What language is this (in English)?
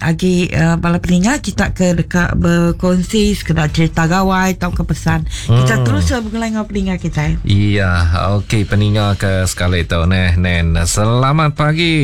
Iban